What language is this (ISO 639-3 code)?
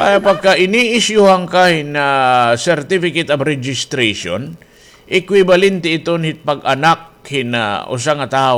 war